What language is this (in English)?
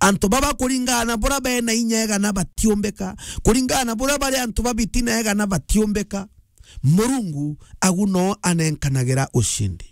Meru